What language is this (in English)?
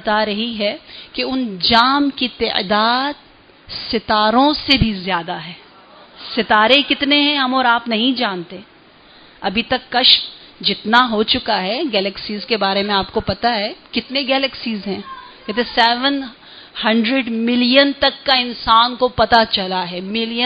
Urdu